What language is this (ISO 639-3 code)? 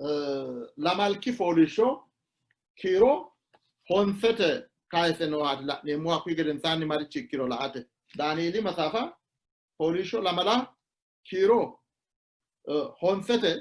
sid